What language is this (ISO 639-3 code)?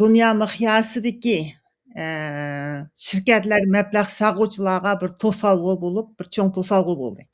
uig